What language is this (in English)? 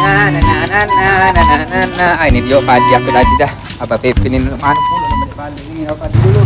Musi